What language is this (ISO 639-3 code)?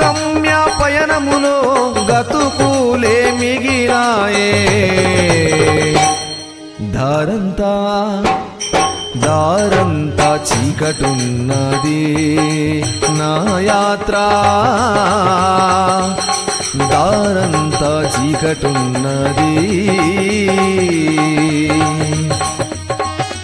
tel